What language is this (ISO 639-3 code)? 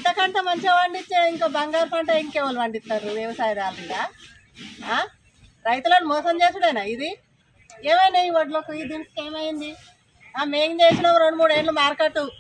tel